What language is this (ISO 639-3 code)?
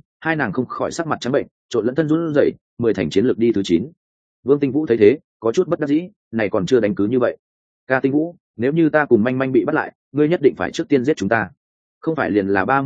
vie